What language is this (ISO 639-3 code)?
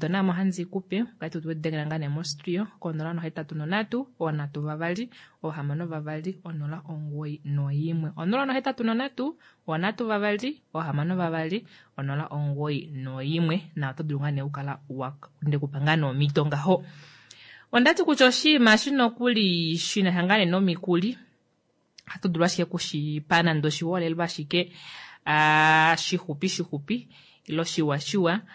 kua